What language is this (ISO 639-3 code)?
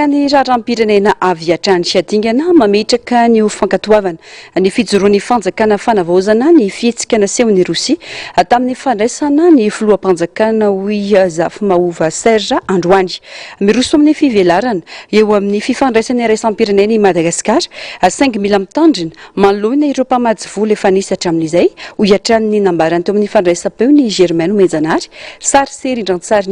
mlg